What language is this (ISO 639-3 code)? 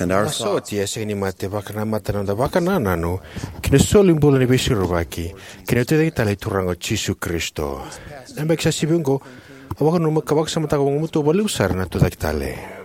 fij